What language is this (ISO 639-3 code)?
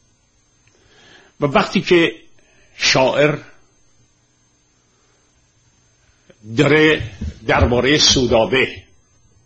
fas